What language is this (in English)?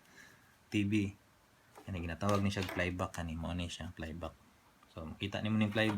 Cebuano